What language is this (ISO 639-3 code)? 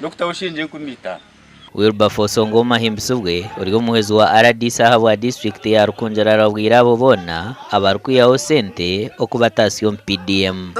nyn